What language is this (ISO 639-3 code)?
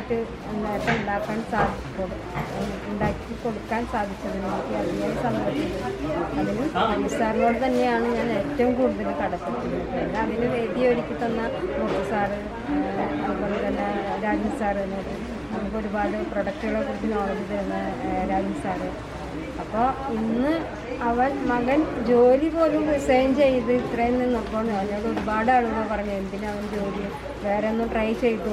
mal